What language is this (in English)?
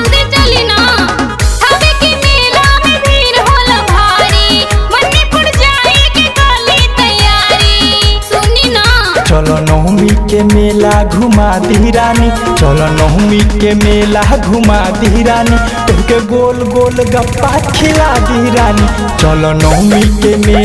Bhojpuri